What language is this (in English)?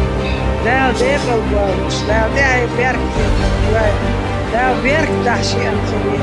Chechen